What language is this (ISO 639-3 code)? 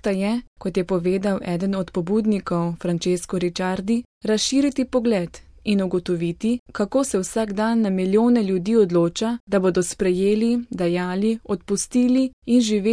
slv